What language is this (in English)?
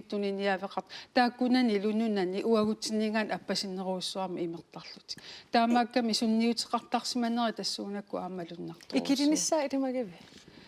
Kalaallisut